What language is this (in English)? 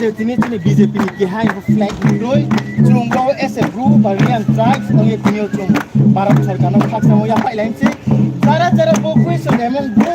Riang (India)